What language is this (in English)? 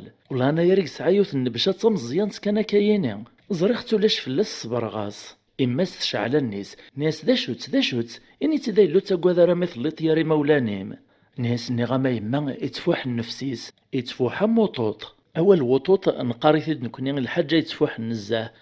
Kabyle